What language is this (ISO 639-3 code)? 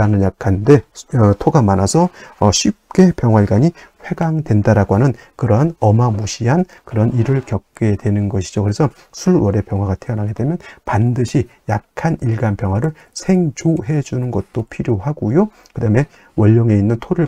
kor